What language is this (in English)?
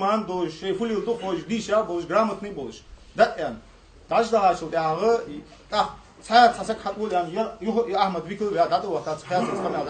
Ingush